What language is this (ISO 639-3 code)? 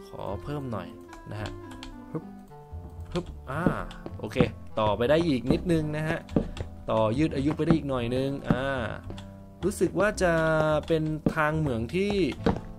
tha